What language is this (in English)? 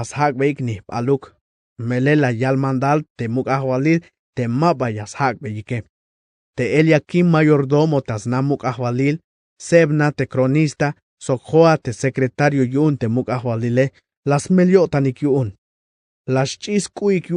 Tzeltal